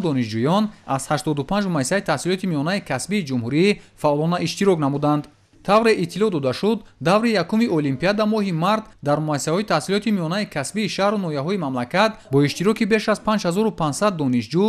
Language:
Tajik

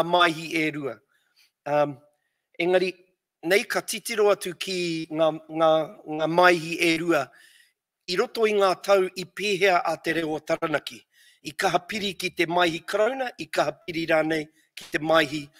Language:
Māori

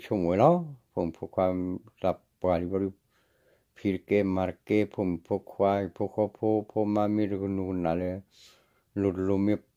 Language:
S'gaw Karen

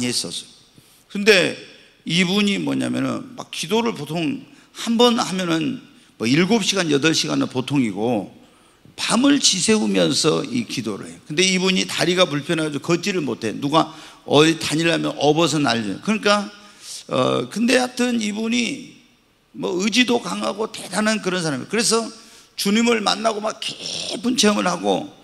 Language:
Korean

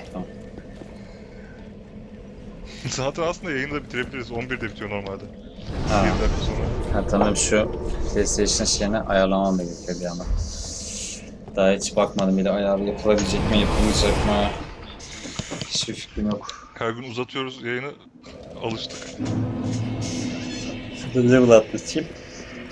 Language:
Turkish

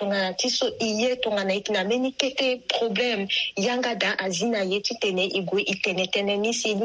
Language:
Sango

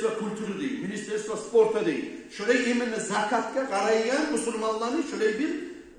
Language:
Kumyk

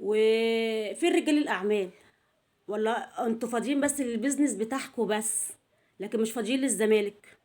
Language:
Egyptian Arabic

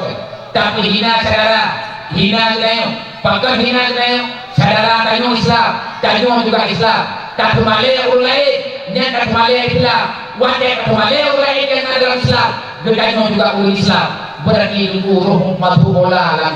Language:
Achinese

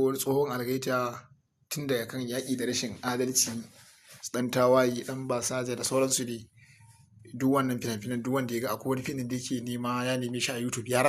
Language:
Hausa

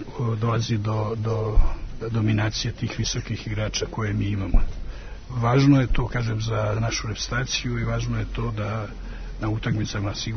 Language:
Serbian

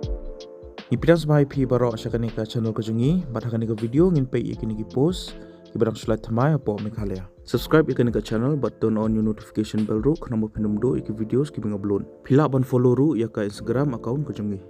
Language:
Khasi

